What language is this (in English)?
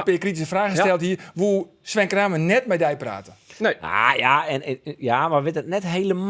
Western Frisian